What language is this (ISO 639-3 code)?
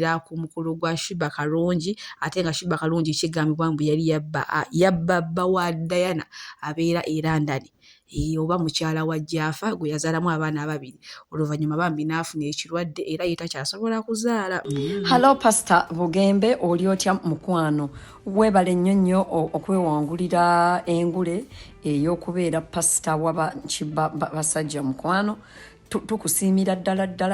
lug